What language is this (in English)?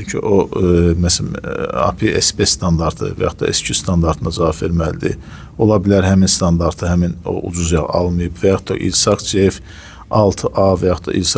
Azerbaijani